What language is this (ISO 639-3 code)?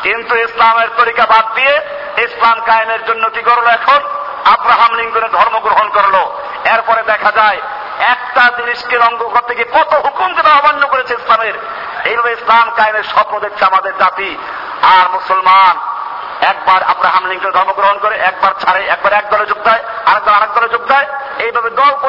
ben